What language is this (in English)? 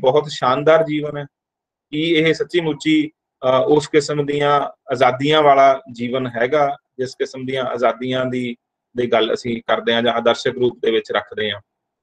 Punjabi